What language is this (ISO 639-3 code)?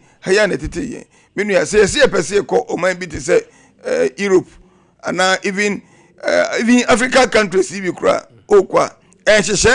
aka